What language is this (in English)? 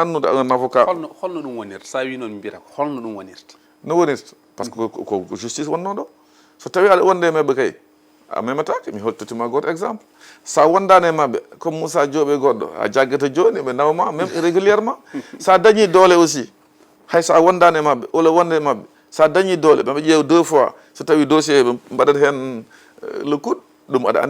Fula